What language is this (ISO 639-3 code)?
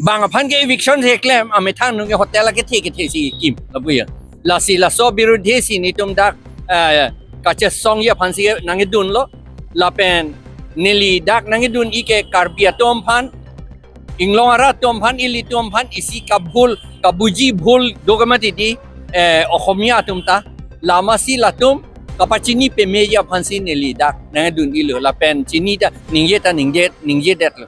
mjw